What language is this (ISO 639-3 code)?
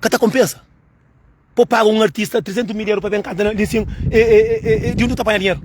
kea